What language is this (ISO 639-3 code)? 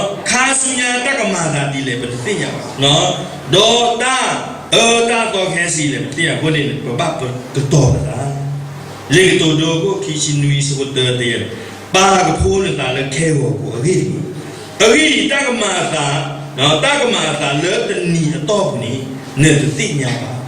ksw